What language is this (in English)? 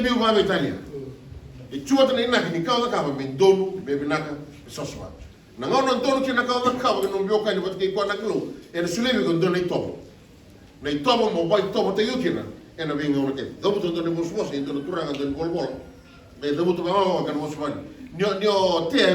Fijian